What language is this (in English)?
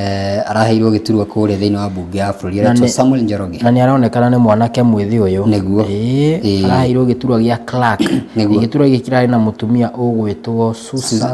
Kikuyu